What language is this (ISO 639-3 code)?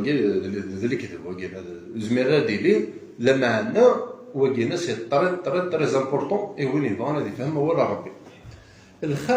kab